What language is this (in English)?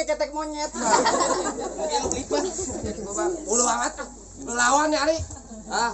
Betawi